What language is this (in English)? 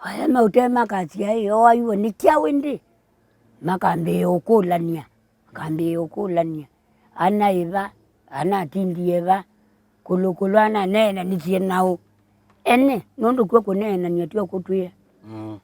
Kamba